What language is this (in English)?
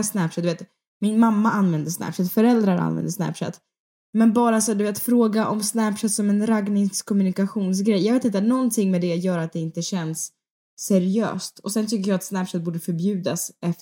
Swedish